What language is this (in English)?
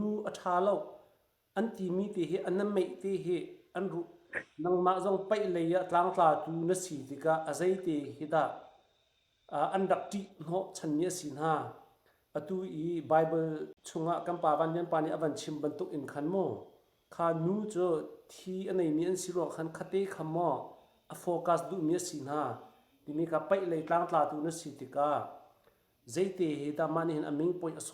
Hakha Chin